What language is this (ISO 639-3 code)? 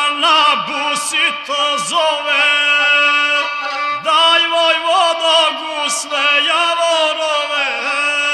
srp